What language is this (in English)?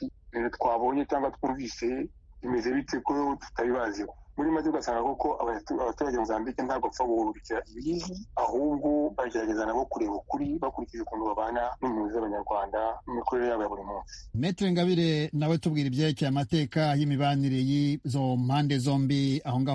Kinyarwanda